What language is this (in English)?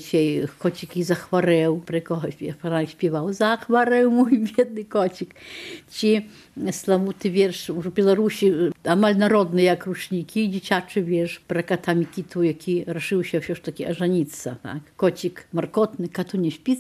Belarusian